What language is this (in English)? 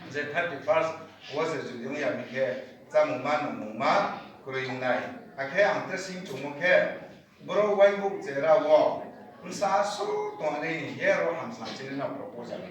Riang (India)